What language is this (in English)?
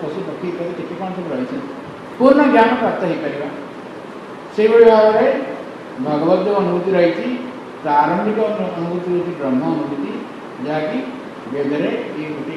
Odia